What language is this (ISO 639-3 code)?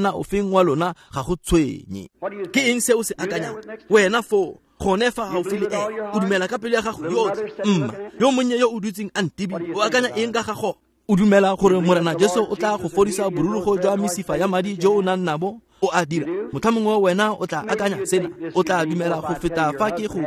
tsn